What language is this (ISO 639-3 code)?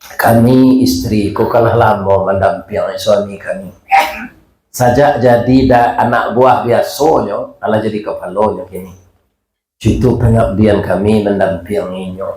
min